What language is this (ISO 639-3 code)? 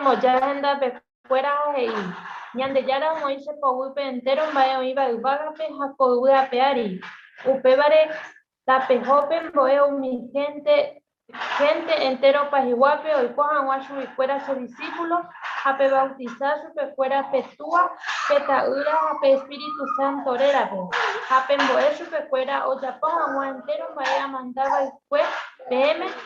grn